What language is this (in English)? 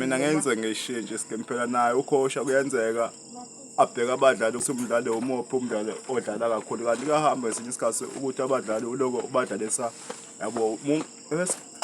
Zulu